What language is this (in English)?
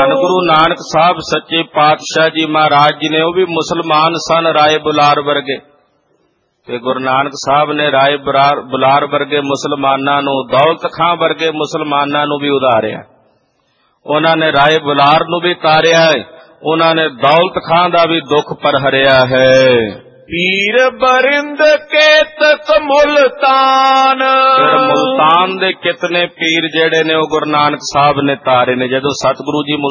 Punjabi